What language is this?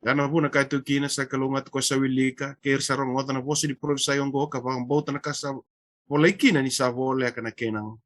Fijian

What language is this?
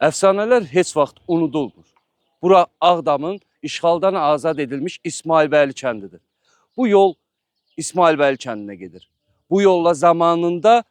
Azerbaijani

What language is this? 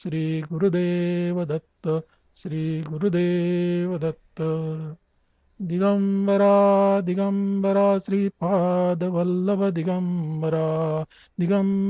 Marathi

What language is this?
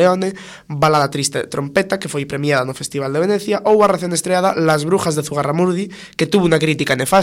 Galician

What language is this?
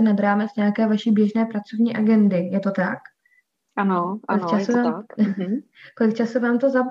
Czech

